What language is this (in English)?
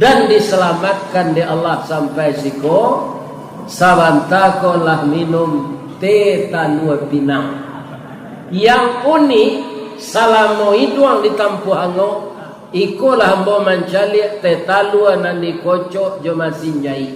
Minangkabau